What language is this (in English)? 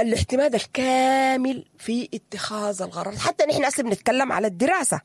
Sudanese Arabic